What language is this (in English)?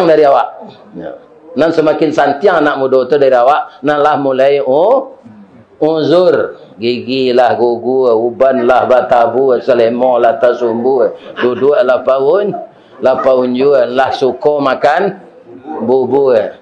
Minangkabau